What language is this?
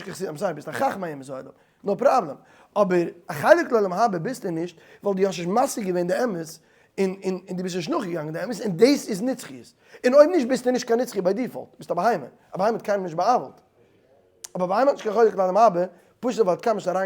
Yiddish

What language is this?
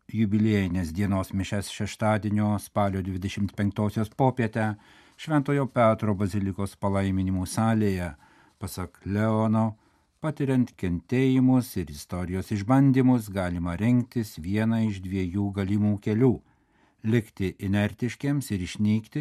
Lithuanian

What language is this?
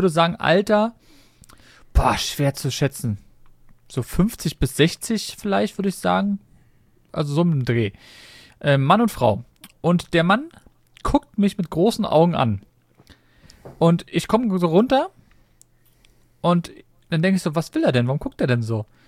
German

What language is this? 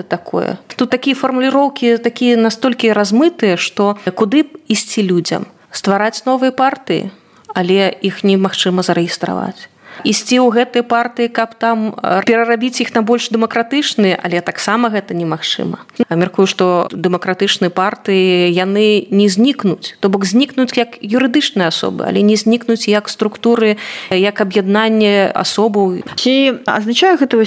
Belarusian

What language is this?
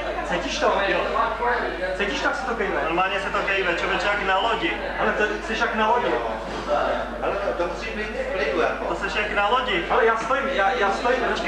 Czech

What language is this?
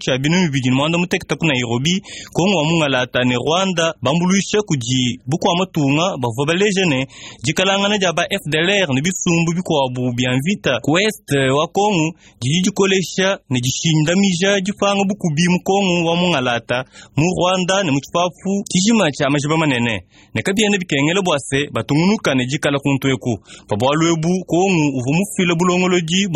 Luba-Lulua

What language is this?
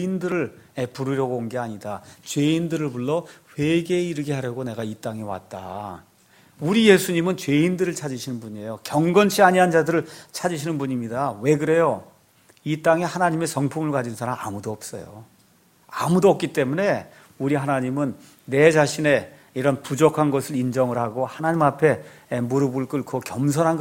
Korean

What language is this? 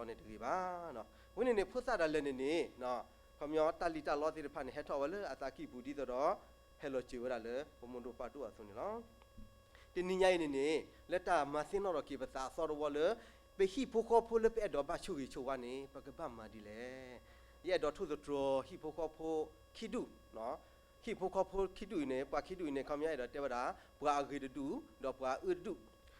S'gaw Karen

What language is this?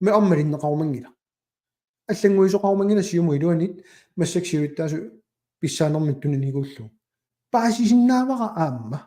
Kalaallisut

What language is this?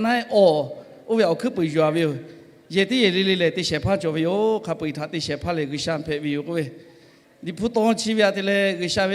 Lahu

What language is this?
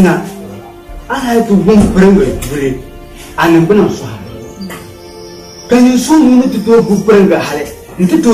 Dagbani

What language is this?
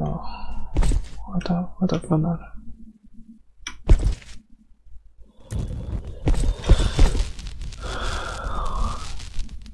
Russian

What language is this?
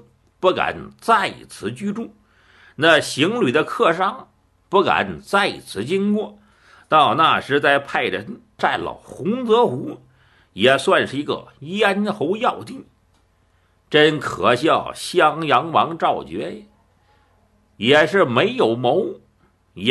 Chinese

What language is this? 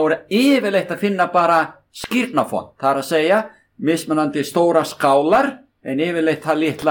Icelandic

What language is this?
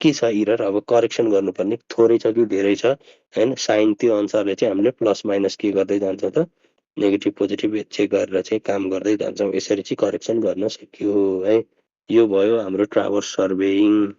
Nepali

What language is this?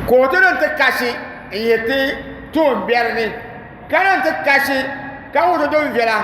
Dagbani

